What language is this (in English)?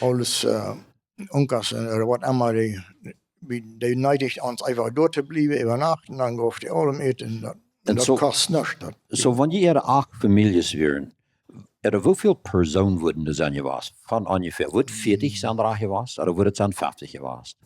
Plautdietsch